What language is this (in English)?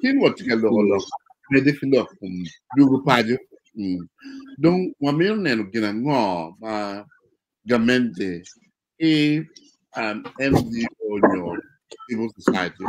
Acoli